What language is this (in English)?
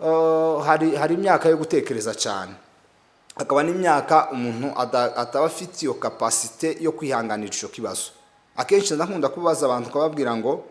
Kinyarwanda